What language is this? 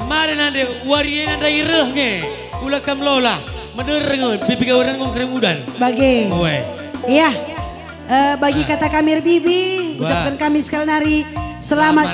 Batak Karo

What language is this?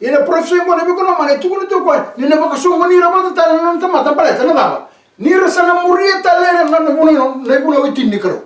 Fijian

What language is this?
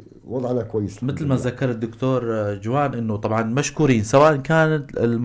North Levantine Arabic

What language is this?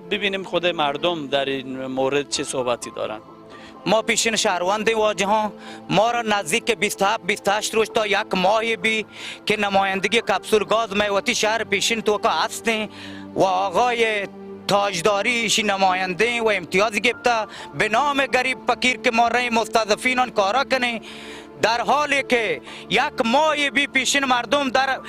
Baluchi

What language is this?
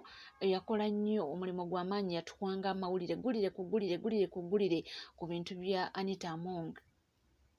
Ganda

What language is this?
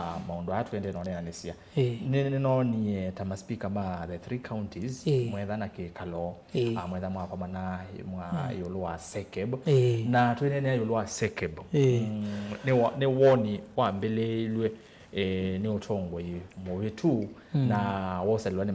Kamba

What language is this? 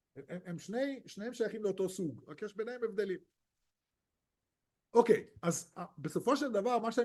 Hebrew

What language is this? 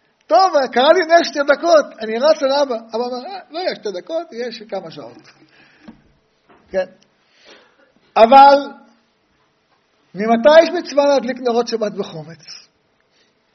Hebrew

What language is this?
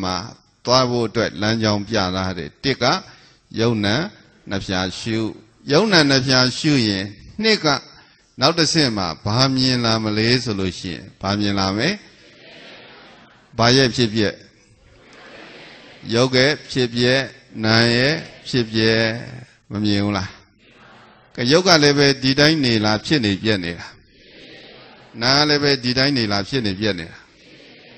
Burmese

